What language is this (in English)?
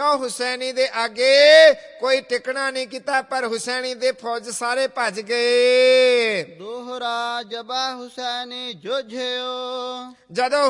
Punjabi